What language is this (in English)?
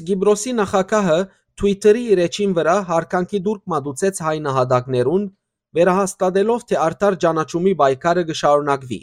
Western Armenian